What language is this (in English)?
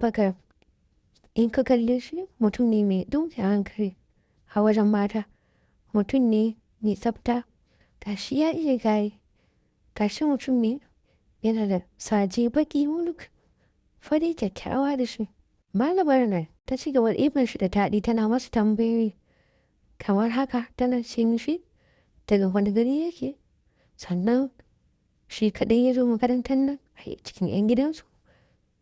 Hausa